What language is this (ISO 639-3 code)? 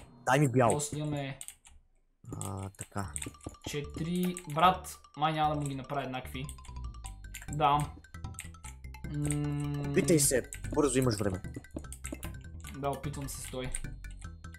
bul